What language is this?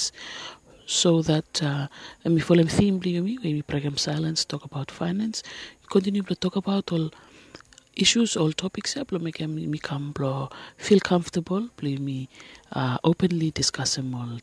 Bislama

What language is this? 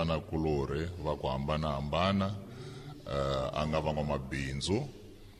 Tsonga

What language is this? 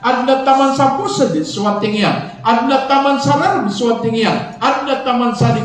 Maranao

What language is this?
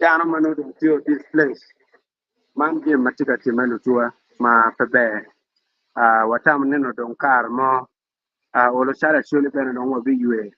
Acoli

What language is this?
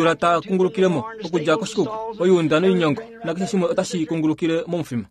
Kuanyama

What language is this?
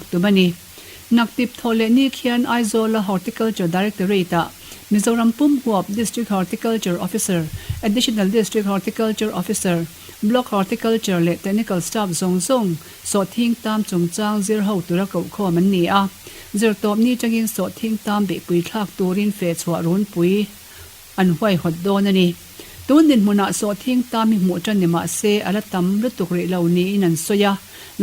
Mizo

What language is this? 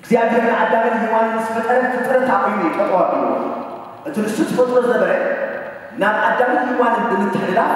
Tigrinya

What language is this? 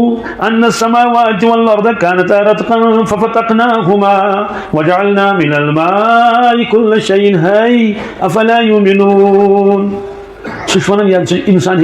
Kashmiri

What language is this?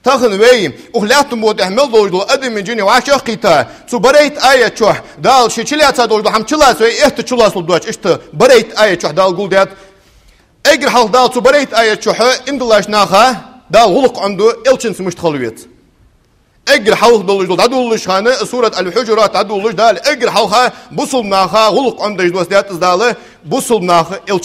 Ingush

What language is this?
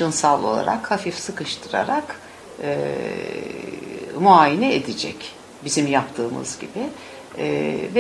Turkish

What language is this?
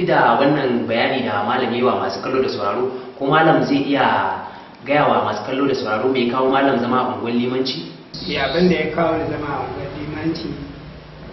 Hausa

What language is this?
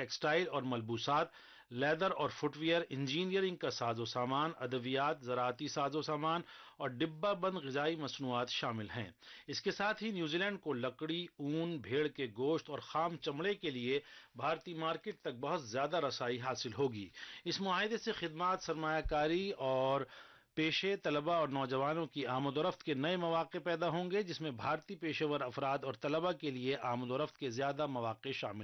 Urdu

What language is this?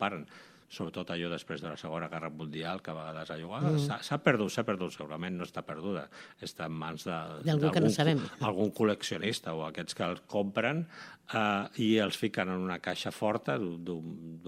Catalan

